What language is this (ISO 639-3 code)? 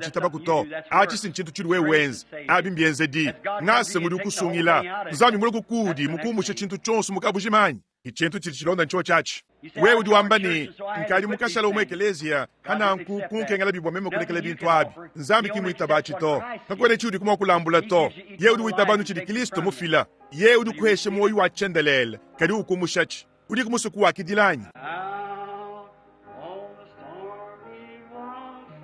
lua